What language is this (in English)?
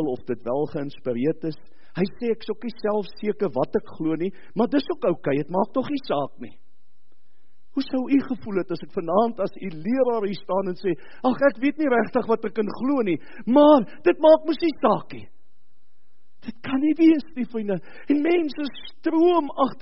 Afrikaans